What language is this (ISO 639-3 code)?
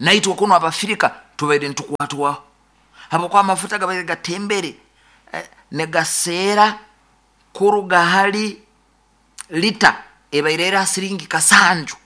nyo